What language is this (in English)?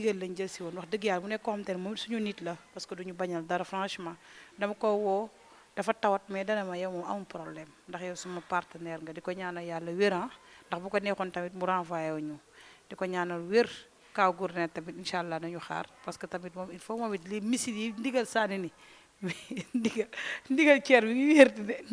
Wolof